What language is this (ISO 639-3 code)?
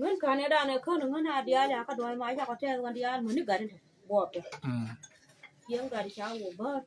nus